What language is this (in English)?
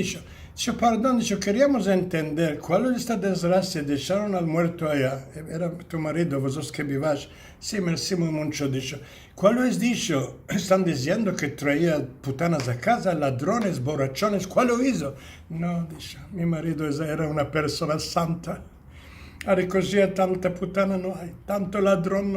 Ladino